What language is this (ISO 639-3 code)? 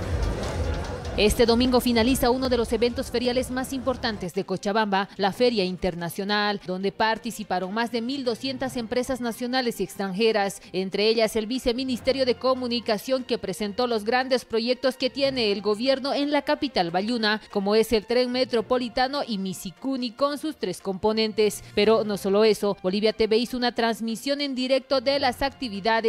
spa